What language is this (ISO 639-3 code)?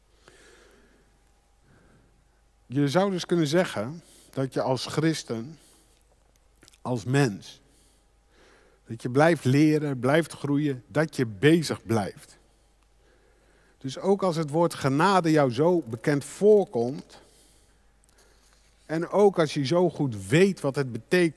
nld